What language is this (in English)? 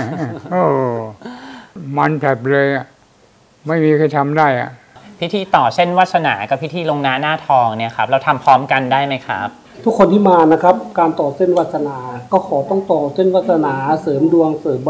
Thai